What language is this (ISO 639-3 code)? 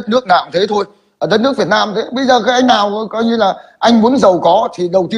vie